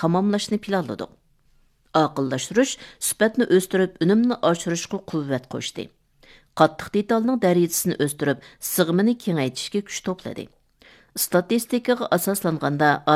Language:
Uyghur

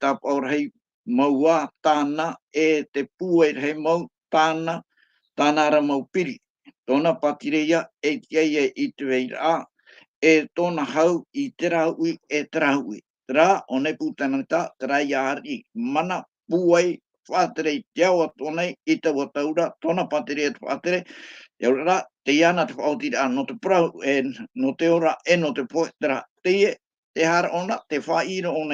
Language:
Tahitian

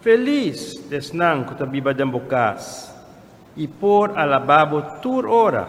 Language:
Papiamento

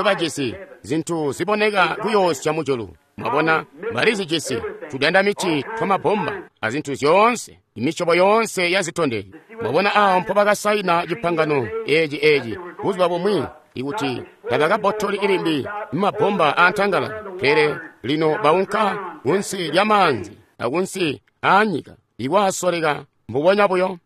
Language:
Tonga (Zambia)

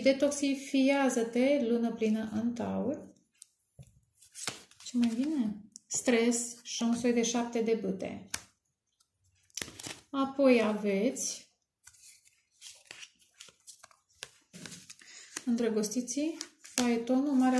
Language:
Romanian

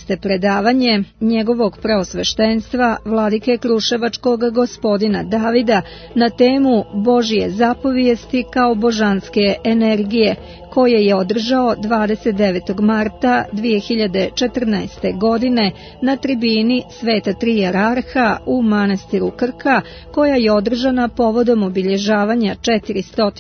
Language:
Serbian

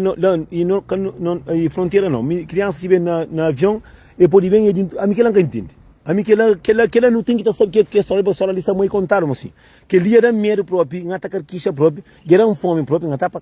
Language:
Kabuverdianu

